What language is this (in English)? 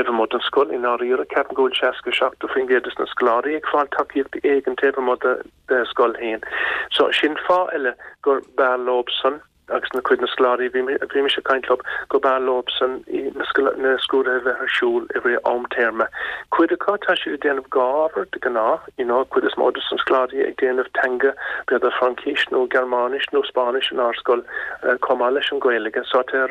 Irish